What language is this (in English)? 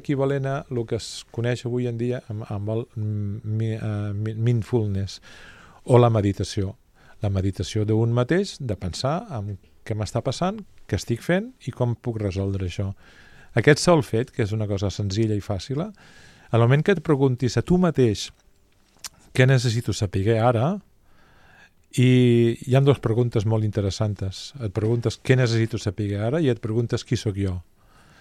Catalan